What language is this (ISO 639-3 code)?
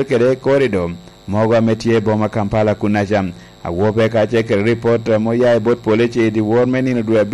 laj